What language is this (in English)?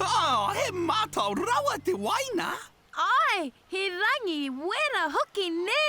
Māori